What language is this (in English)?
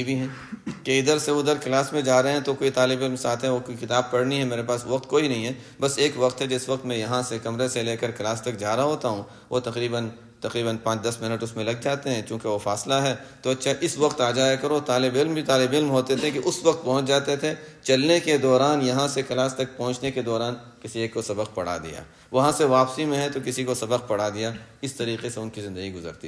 Urdu